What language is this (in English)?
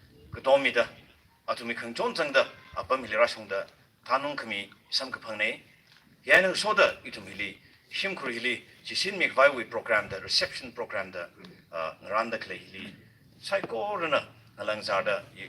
Tangkhul Naga (India)